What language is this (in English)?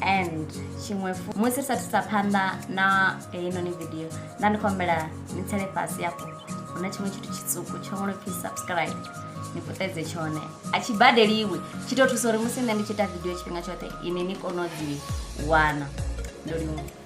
Venda